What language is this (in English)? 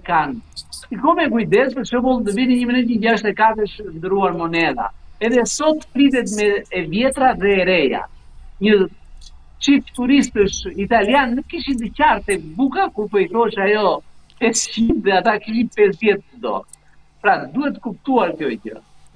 Albanian